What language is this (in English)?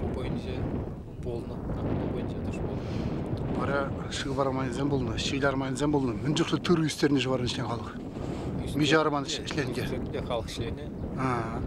Chuvash